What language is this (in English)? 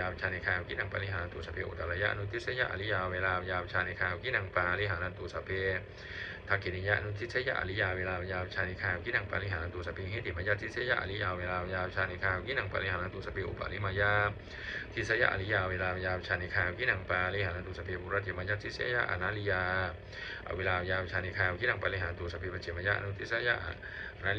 Pali